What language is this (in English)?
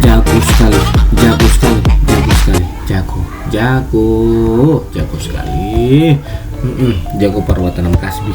Ambonese Malay